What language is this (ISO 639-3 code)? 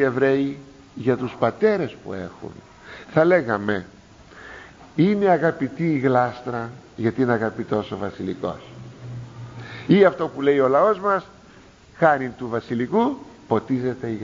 ell